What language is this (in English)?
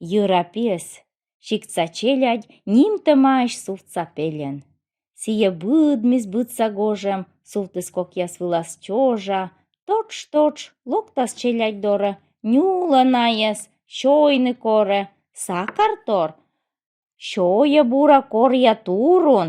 Komi